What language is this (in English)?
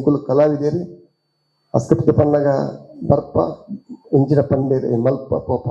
Tulu